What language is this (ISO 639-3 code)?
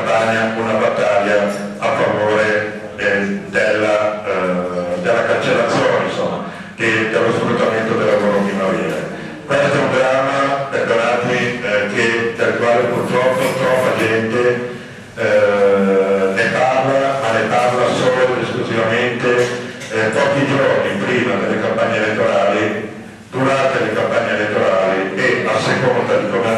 ita